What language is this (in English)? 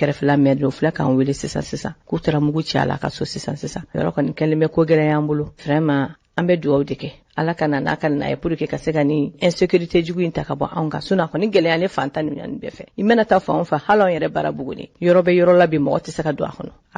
Bambara